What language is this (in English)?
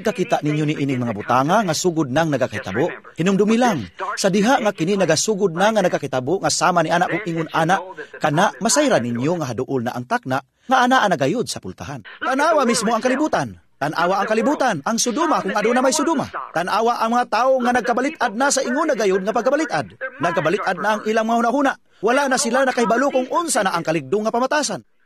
Cebuano